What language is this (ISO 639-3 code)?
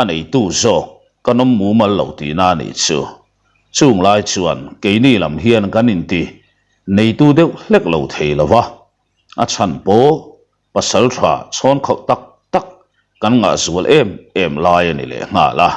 lus